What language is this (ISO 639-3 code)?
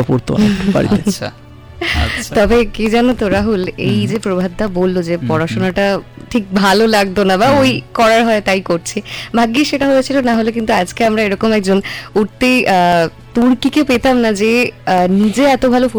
ben